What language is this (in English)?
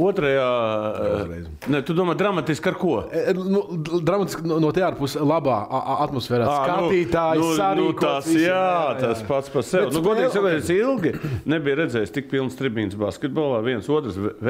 Latvian